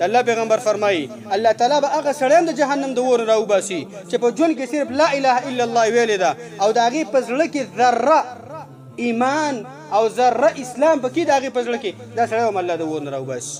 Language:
Pashto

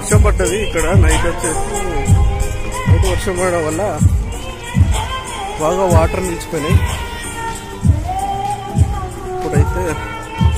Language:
Telugu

